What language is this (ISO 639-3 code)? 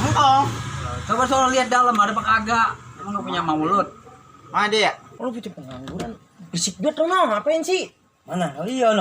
bew